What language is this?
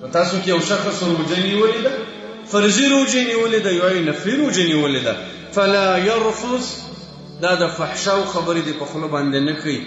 Pashto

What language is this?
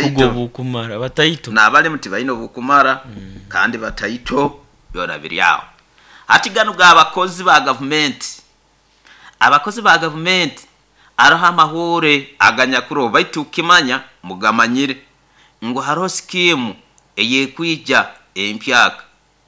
Nyoro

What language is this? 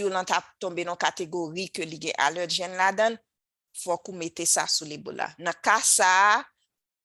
Haitian Creole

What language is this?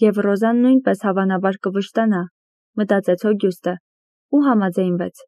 Armenian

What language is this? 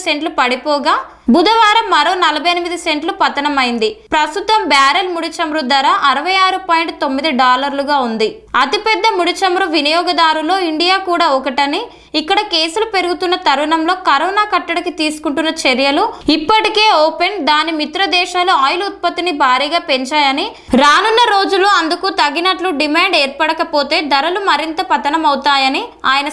Telugu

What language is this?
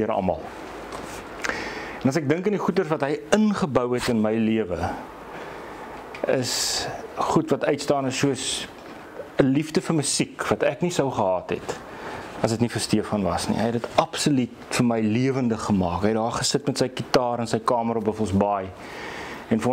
Afrikaans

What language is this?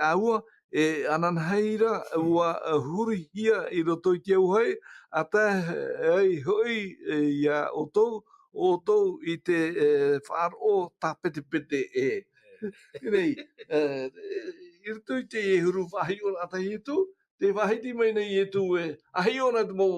Tahitian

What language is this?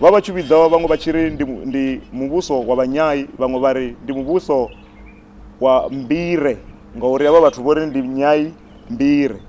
Venda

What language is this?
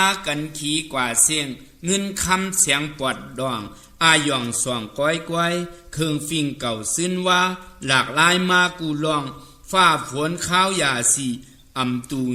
Shan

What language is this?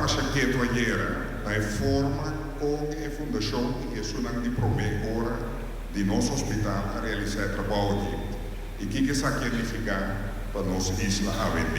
Papiamento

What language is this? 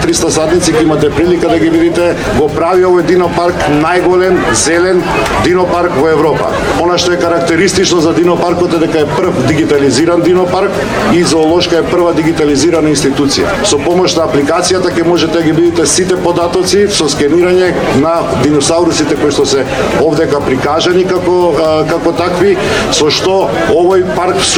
Macedonian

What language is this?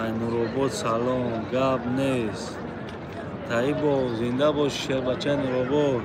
Tajik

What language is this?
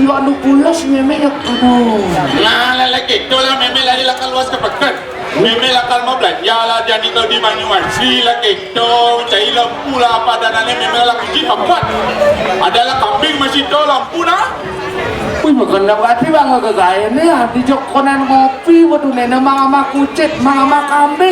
Balinese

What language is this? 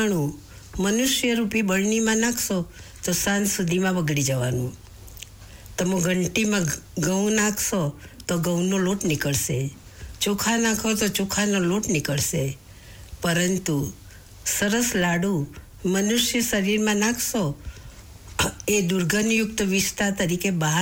Gujarati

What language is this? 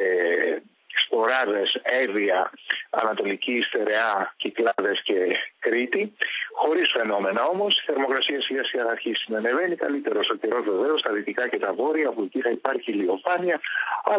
Greek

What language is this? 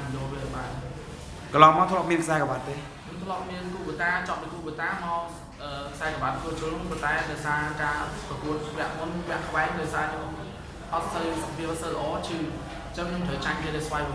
Khmer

